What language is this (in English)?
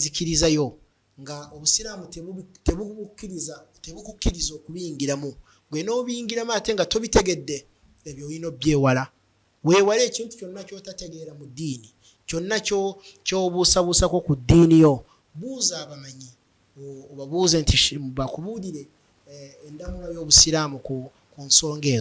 Ganda